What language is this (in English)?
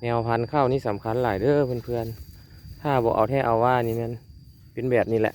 Lao